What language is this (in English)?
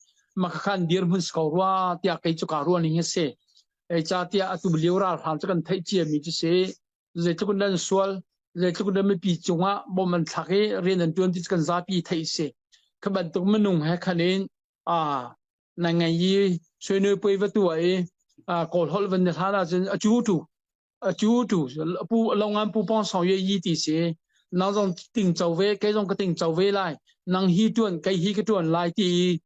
Hakha Chin